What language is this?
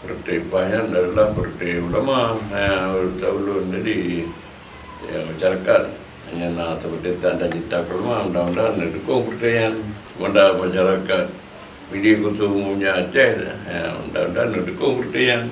Achinese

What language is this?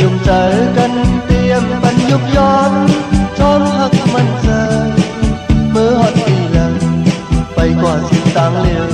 Shan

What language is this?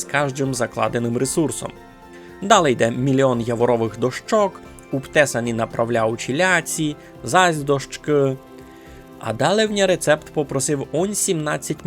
Rusyn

